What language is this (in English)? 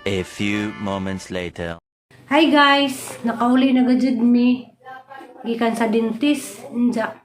Cebuano